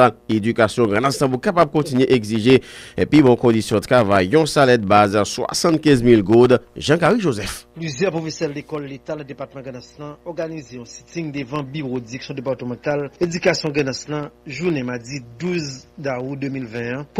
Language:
Haitian Creole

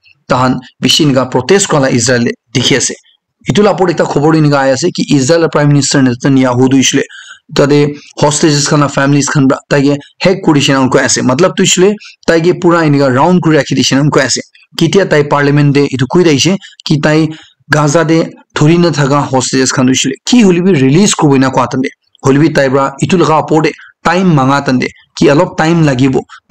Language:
Naga Pidgin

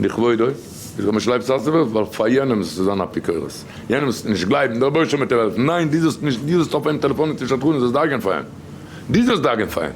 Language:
Yiddish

